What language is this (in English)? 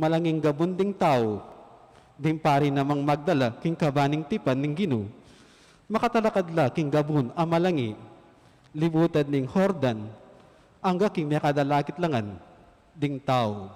Pampanga